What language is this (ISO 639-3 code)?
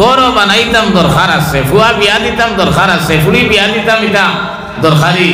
syl